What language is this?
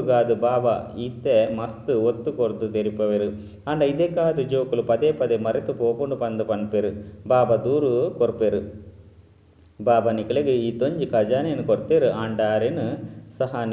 Tulu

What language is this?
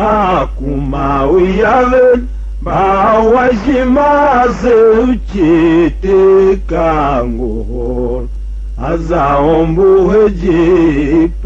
Tiv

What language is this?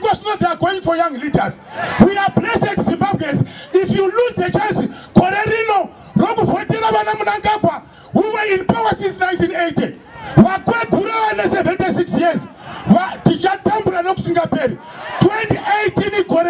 Shona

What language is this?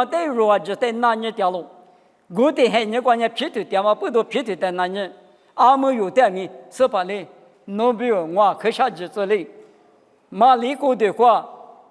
Lisu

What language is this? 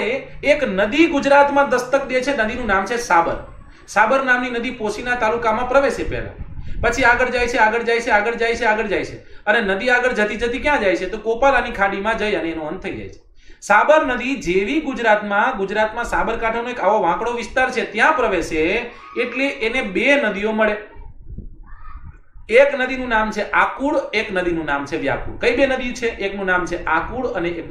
Gujarati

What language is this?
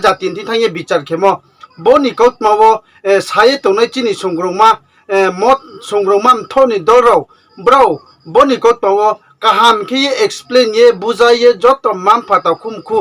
Riang (India)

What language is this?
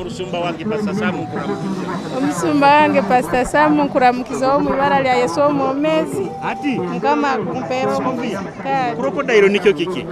Nyoro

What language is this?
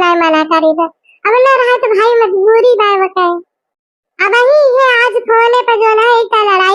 Awadhi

